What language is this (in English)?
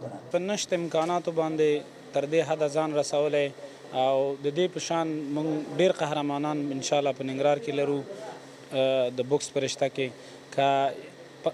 Pashto